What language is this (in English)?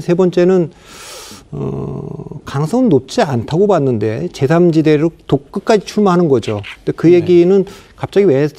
Korean